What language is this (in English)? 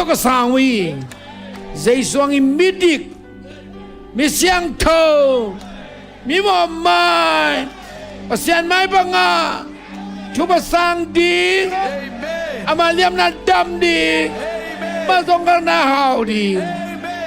Tedim Chin